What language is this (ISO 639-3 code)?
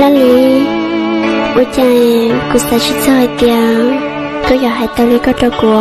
hmn